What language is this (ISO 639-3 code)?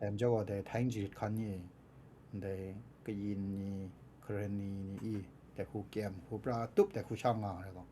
kac